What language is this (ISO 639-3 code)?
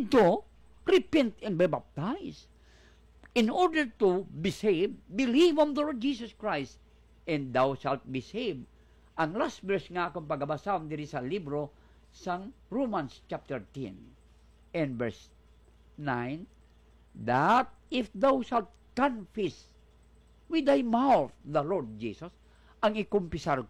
hil